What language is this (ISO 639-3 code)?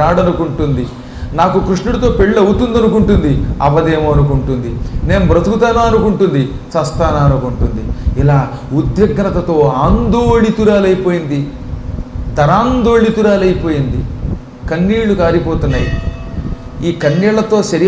tel